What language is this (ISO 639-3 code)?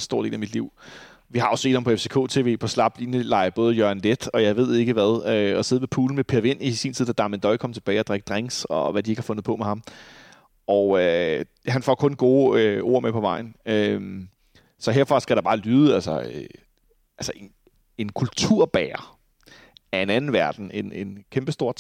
dan